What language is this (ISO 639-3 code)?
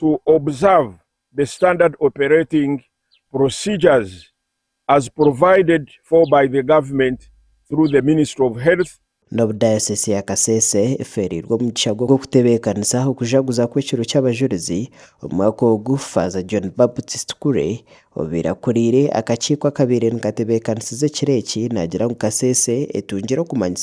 nyn